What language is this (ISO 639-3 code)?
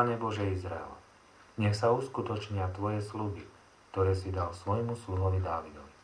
slk